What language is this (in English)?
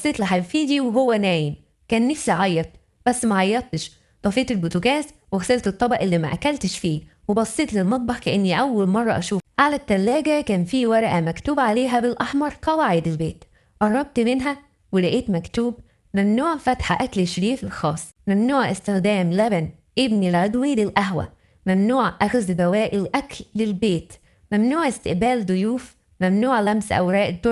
Egyptian Arabic